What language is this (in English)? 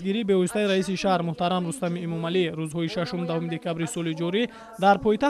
Tajik